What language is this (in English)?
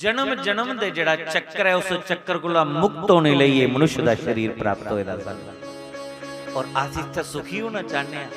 Dogri